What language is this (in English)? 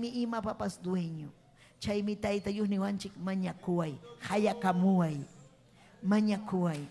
Ayacucho Quechua